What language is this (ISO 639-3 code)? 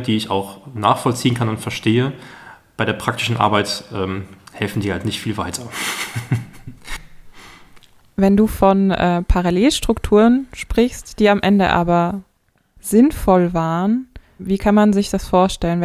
deu